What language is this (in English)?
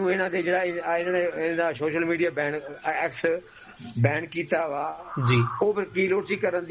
Punjabi